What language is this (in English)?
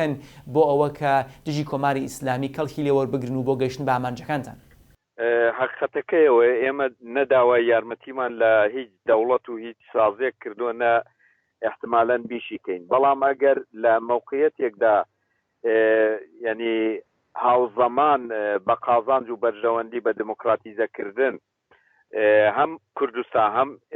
Central Kurdish